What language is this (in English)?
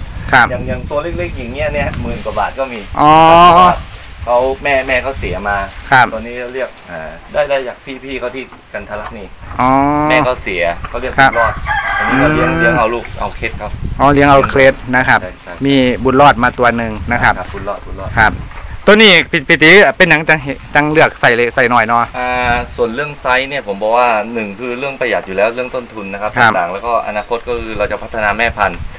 Thai